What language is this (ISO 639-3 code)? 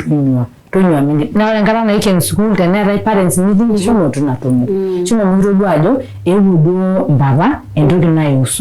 mas